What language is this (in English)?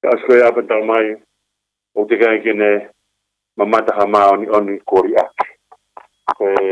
Tongan